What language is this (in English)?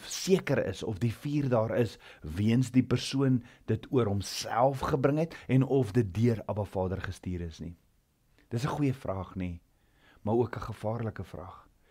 Afrikaans